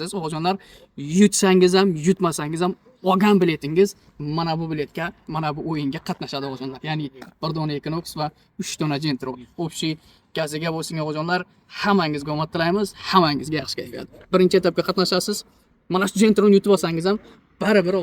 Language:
Uzbek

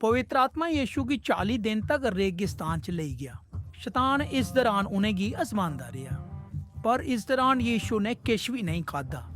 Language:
Dogri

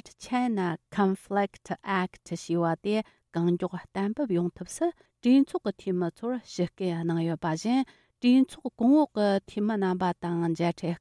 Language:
Tibetan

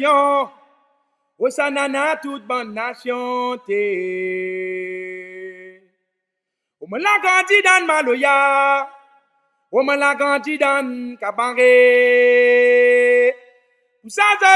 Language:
Réunion Creole French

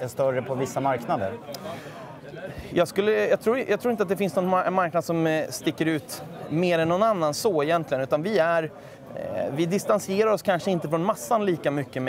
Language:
Swedish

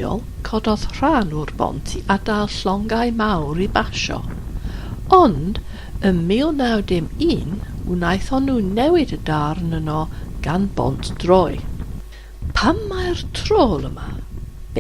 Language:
Welsh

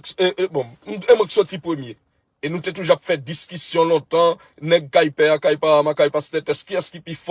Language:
Haitian Creole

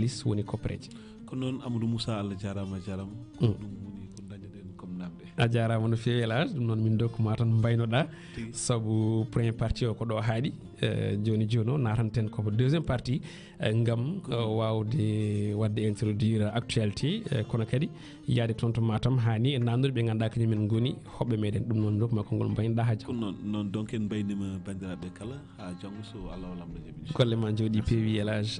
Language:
Fula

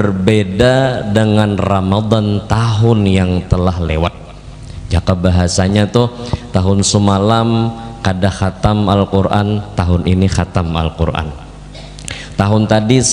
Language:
Banjar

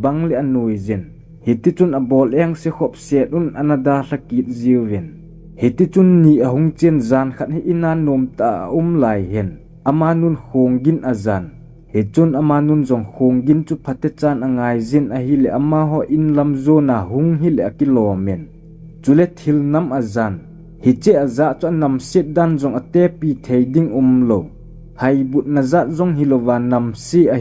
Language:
Thado Chin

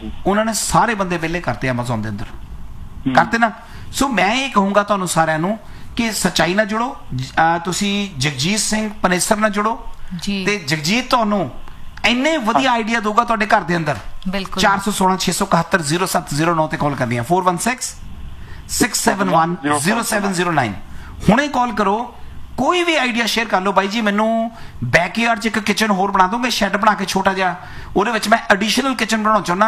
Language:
Punjabi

